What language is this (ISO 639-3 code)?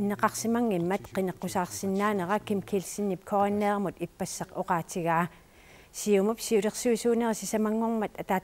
kal